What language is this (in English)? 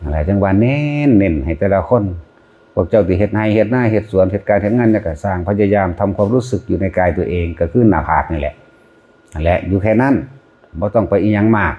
Northeastern Thai